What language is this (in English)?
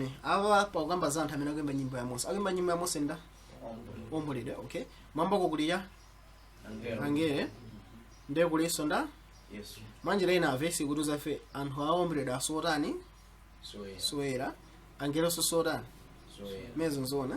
Nyanja